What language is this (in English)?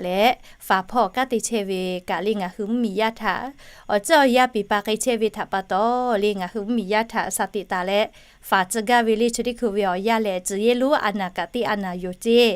Lahu